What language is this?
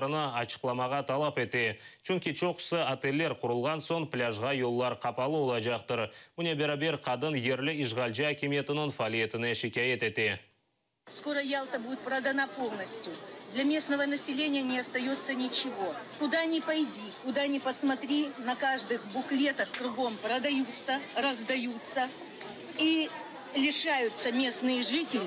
Crimean Tatar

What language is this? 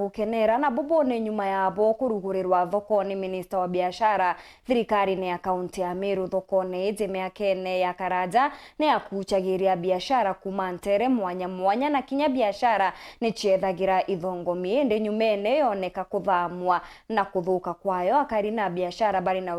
Meru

